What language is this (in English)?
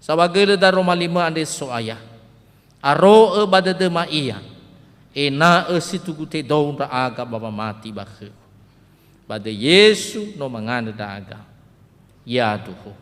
Nias